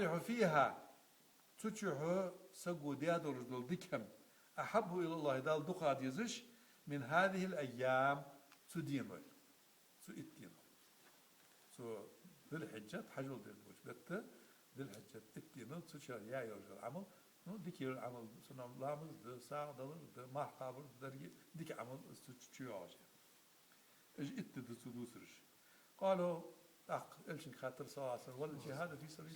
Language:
Ingush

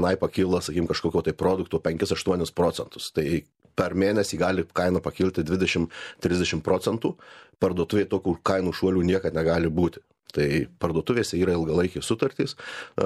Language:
Lithuanian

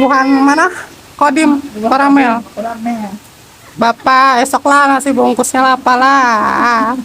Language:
Banjar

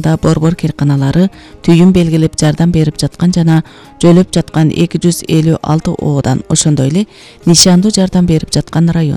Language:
Kyrgyz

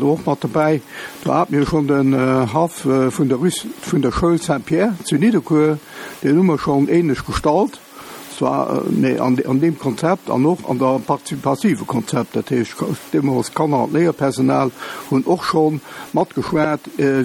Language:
Luxembourgish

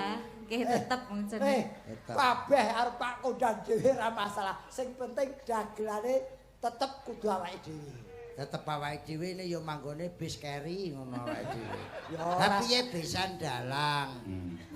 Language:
Javanese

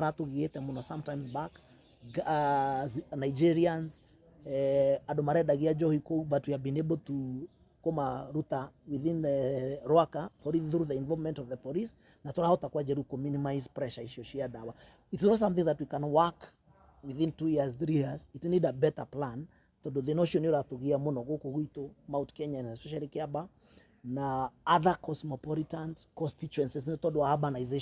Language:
Kikuyu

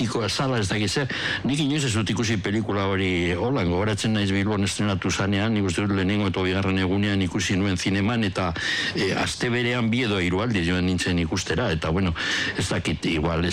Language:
Basque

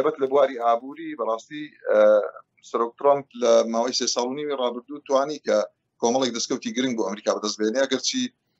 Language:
Central Kurdish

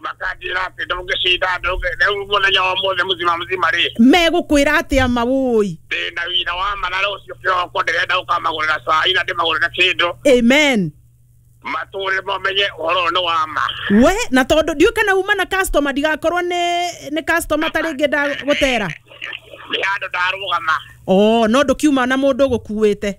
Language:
Kikuyu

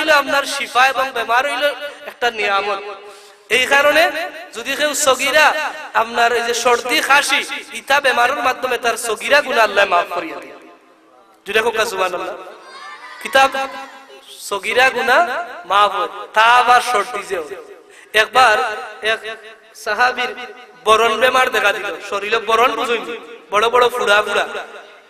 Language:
Sylheti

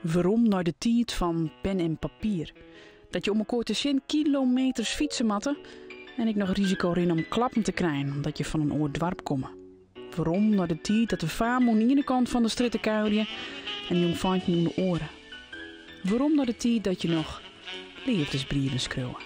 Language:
Western Frisian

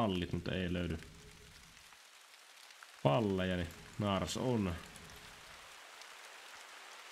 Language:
Finnish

